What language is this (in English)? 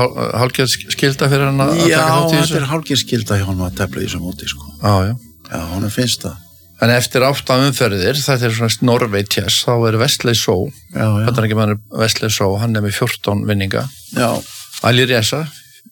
Icelandic